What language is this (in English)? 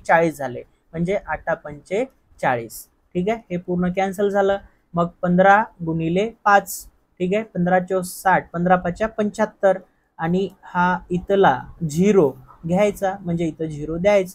Marathi